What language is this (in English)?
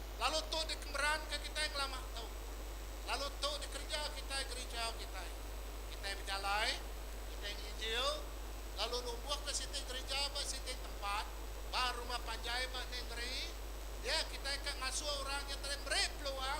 Iban